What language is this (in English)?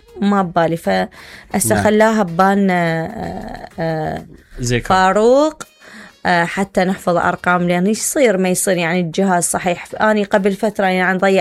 Mesopotamian Arabic